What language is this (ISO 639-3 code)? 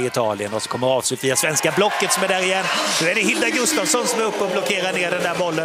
swe